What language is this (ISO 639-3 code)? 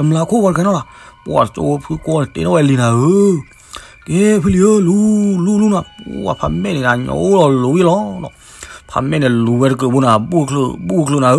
ksw